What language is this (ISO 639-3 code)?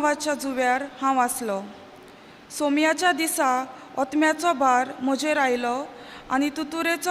kok